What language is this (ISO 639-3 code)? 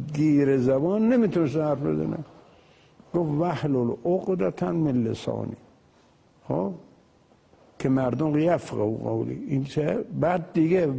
fas